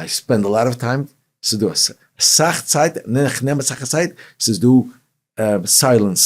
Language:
Yiddish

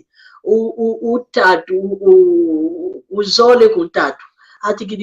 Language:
San Salvador Kongo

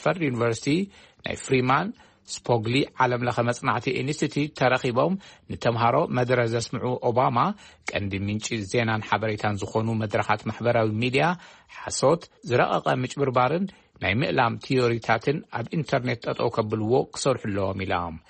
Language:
Tigrinya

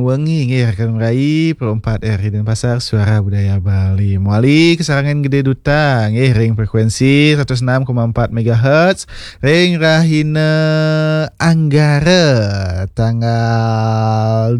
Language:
Balinese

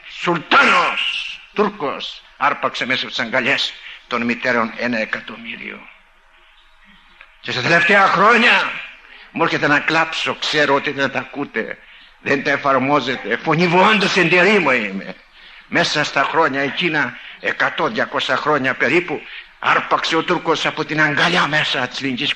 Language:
Greek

